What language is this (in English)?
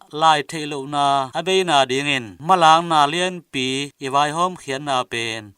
Tedim Chin